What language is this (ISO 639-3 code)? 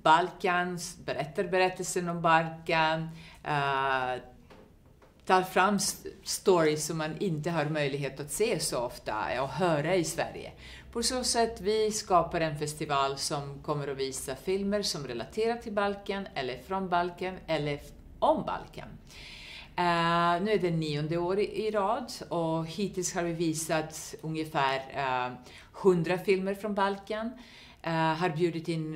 swe